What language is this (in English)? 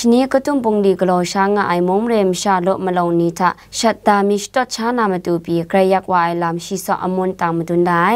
Kachin